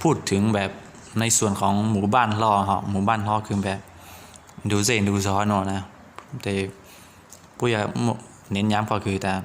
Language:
Hmong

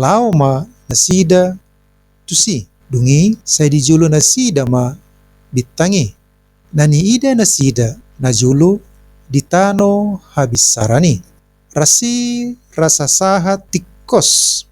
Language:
Batak Toba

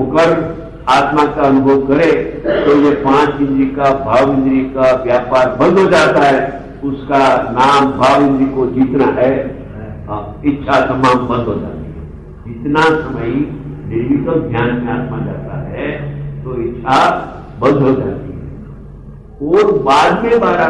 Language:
Hindi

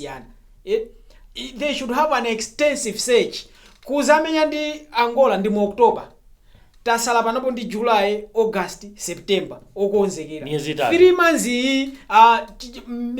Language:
Nyanja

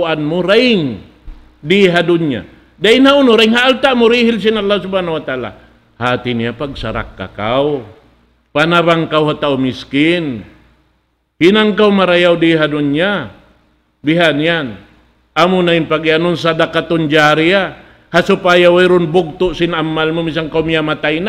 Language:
Tausug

